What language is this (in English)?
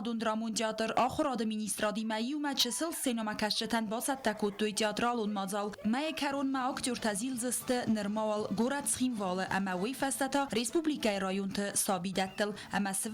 Ossetic